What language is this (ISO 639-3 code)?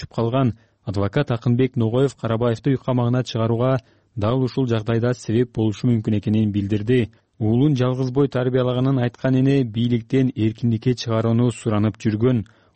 kir